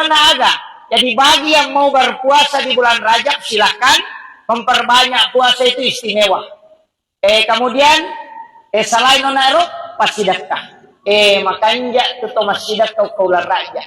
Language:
Buginese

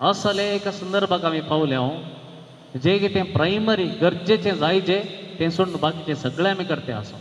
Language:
Konkani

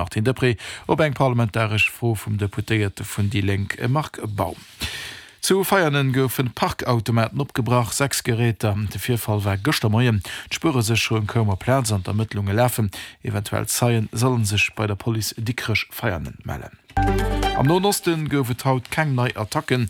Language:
Luxembourgish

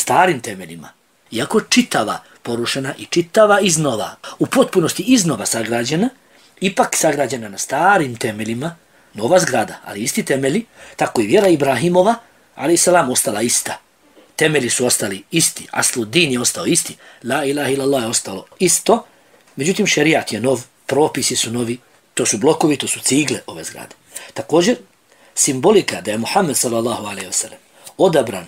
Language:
Bosnian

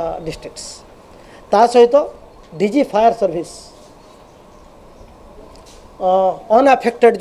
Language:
Odia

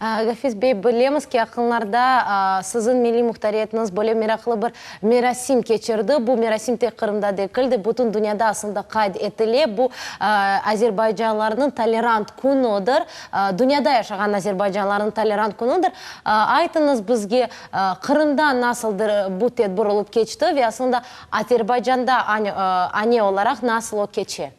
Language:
Crimean Tatar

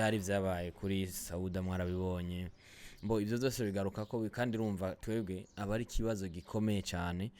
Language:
Rundi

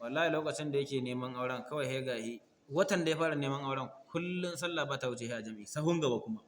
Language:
Hausa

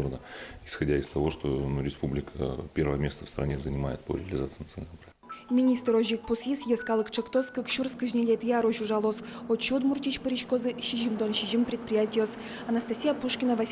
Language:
Udmurt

